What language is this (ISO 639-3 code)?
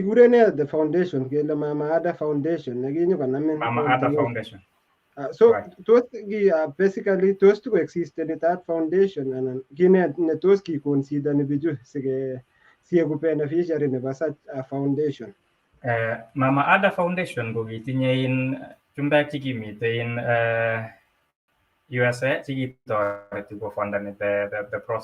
kln